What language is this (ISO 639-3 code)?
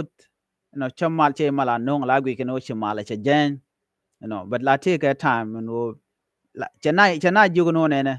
nus